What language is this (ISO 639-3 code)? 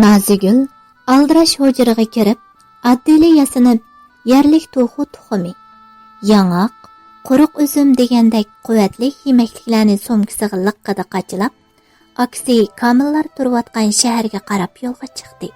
uig